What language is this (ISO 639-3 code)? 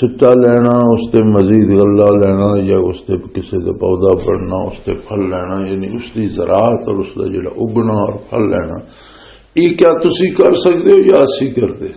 lah